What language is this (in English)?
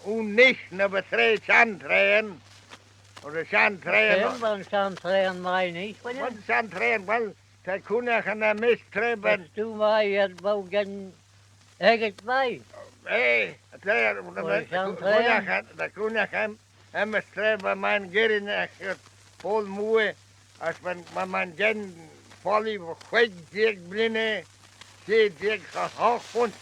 Manx